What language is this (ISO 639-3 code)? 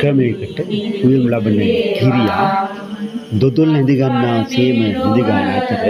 sin